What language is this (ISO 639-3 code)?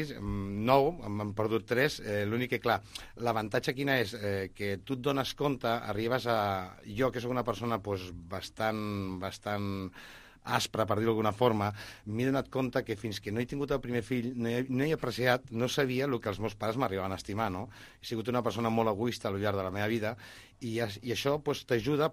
cat